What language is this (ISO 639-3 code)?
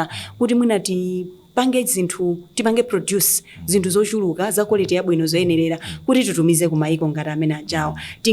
nya